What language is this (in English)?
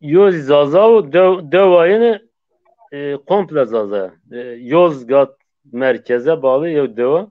Zaza